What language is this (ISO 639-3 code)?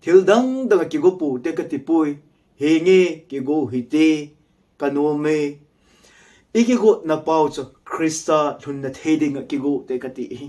tcz